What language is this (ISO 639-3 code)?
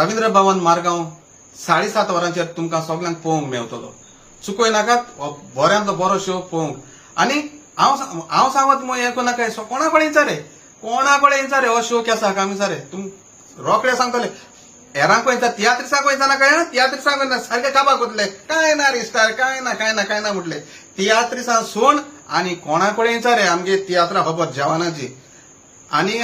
kok